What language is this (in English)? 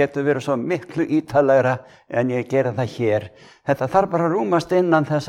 Icelandic